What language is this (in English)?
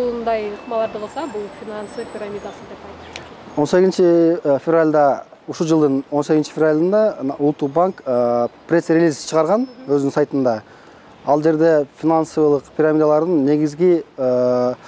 Kyrgyz